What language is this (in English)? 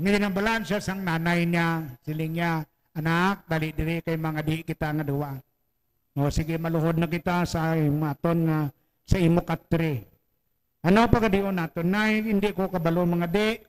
Hiligaynon